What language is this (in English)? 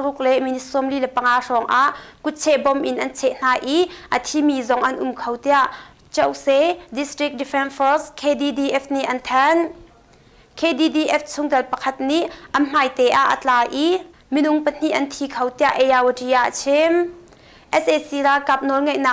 Hakha Chin